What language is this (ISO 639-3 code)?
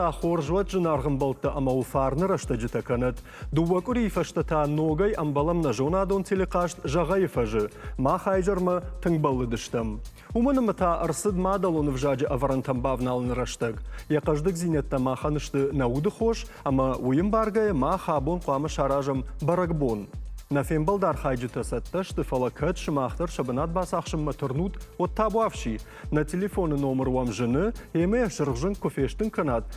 oss